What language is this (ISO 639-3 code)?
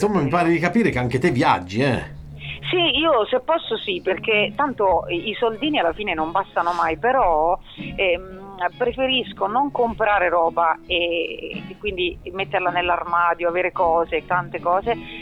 ita